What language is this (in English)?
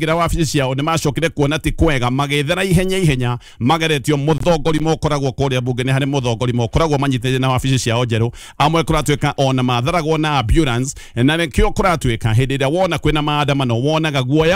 Kikuyu